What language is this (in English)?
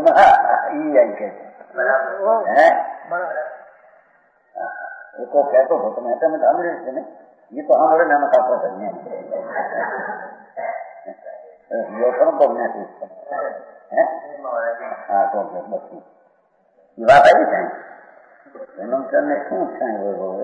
Gujarati